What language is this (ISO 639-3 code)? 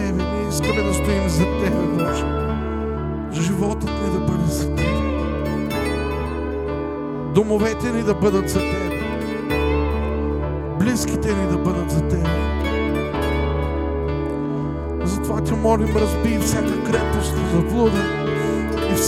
bul